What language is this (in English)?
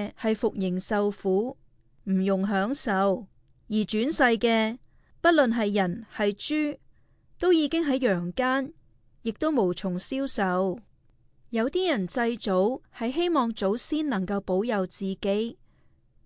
Cantonese